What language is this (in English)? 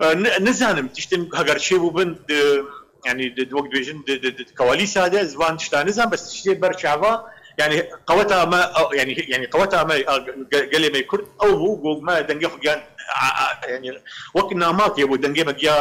Kurdish